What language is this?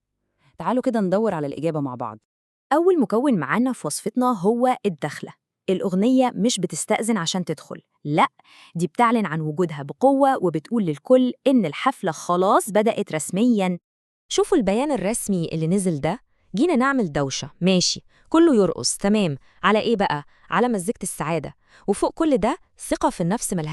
Egyptian Arabic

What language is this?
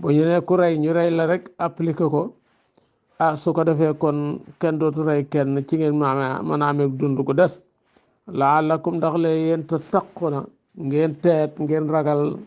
Wolof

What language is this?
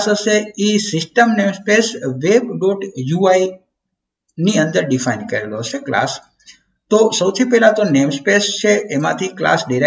Gujarati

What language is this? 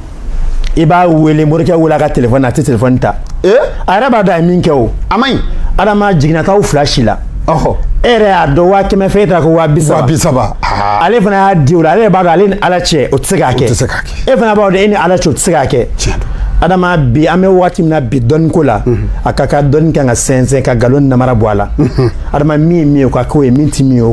Bambara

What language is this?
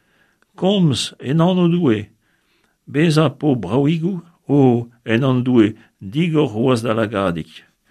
Breton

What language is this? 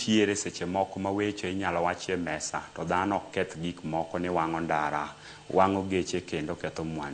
Luo (Kenya and Tanzania)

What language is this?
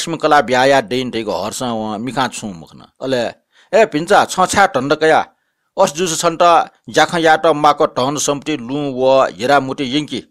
Newari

